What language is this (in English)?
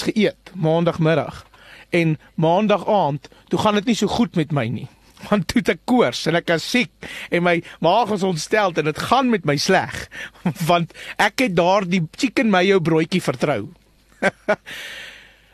Afrikaans